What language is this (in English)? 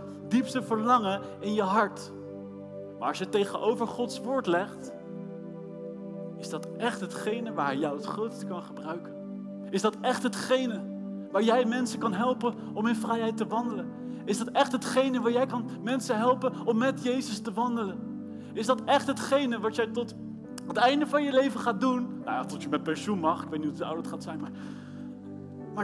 Dutch